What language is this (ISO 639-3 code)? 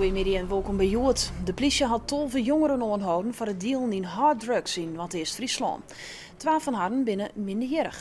fry